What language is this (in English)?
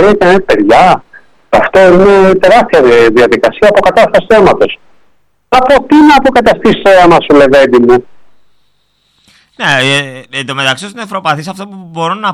Greek